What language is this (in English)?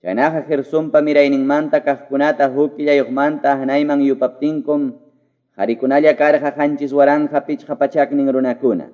Quechua